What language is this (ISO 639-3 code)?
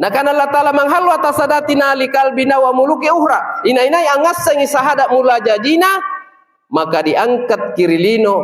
mak